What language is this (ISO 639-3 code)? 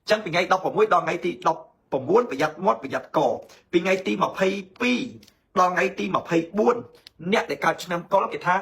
khm